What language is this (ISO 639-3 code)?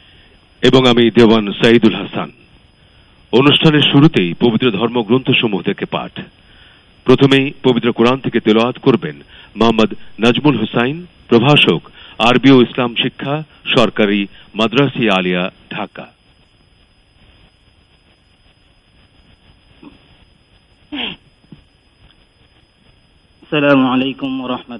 ben